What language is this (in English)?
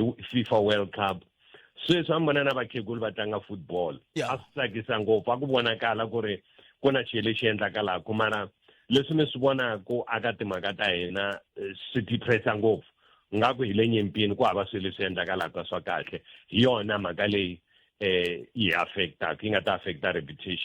Tsonga